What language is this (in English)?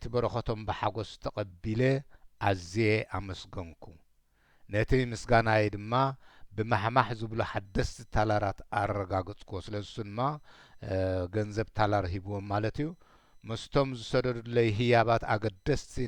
Tigrinya